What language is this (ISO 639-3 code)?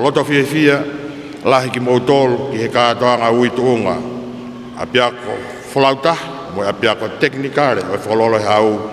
ton